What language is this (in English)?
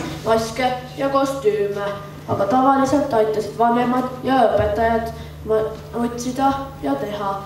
Estonian